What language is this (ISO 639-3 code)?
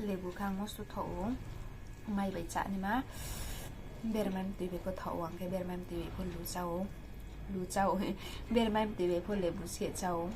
ria